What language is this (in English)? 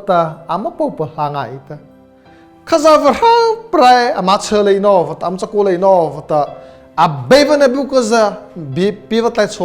Mara Chin